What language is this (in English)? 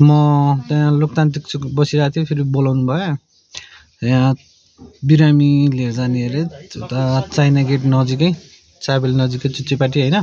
Nepali